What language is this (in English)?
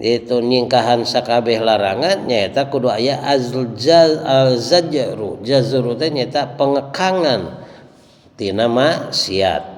Sundanese